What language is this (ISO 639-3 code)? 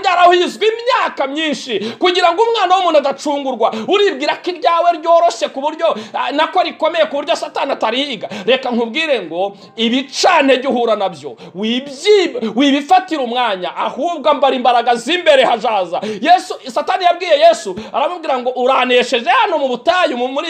kin